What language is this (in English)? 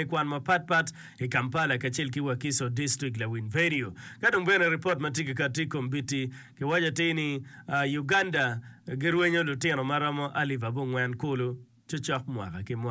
Acoli